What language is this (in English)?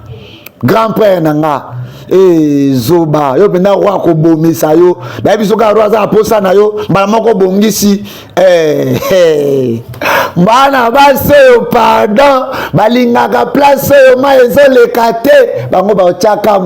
Lingala